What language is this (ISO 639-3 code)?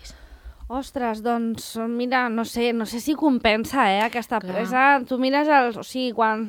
cat